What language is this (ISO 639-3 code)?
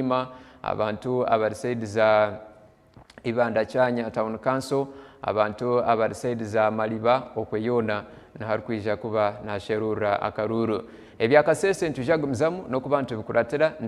nyn